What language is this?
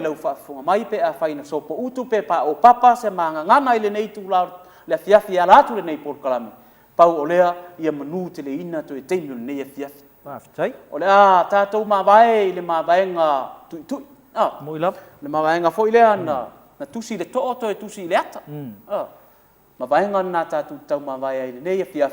Samoan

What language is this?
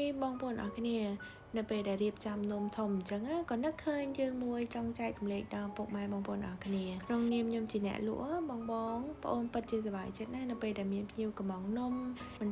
Khmer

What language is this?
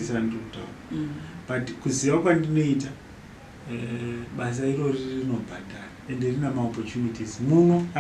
Shona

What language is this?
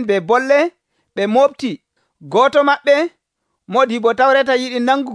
Nigerian Fulfulde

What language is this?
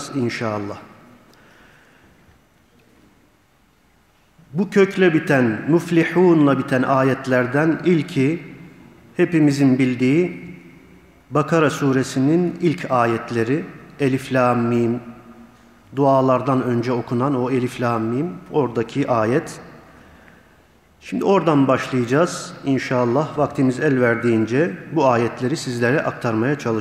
Turkish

